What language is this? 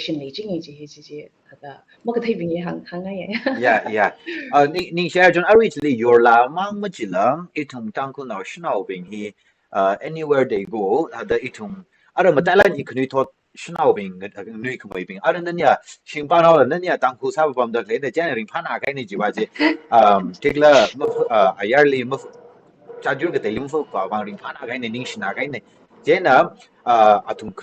Tangkhul Naga (India)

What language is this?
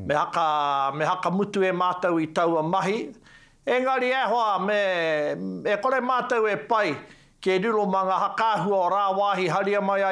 Māori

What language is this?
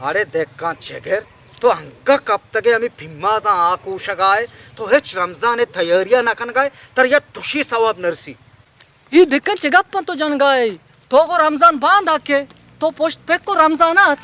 Baluchi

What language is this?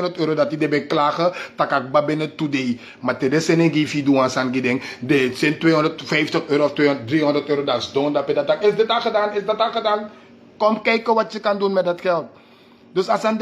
Sranan Tongo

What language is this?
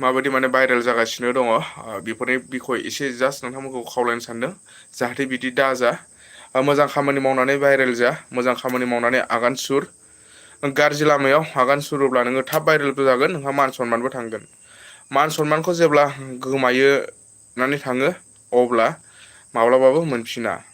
Bodo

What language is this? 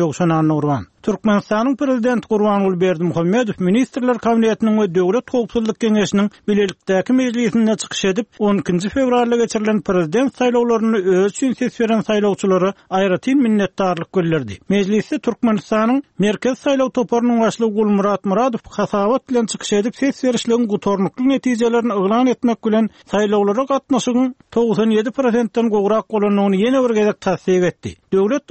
Turkmen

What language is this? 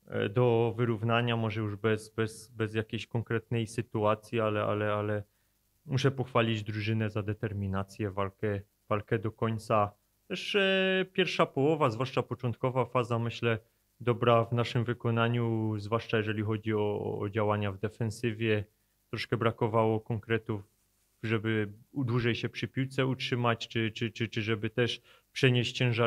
Polish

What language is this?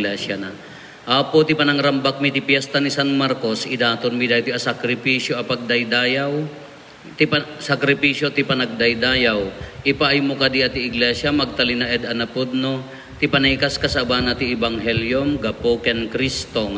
Iloko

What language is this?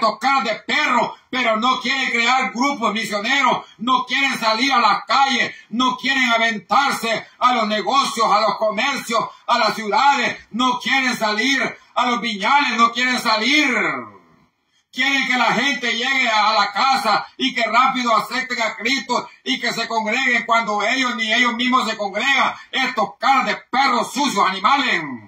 Spanish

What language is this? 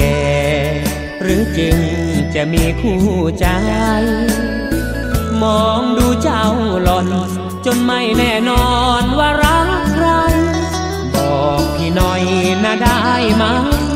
Thai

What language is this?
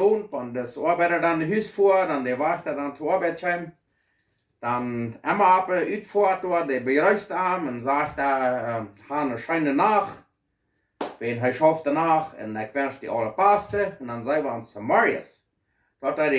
Plautdietsch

